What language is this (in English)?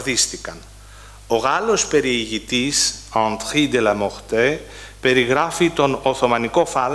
Greek